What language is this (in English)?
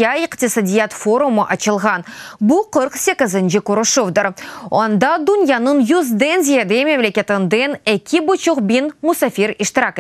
Crimean Tatar